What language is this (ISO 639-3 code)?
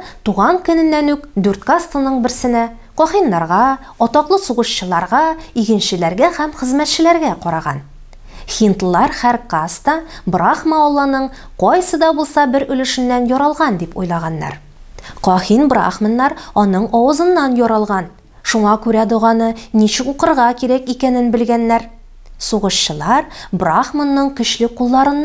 tat